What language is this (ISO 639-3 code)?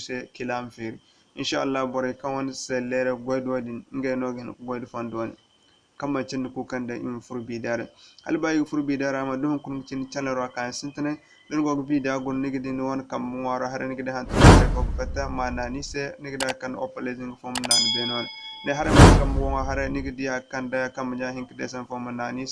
dje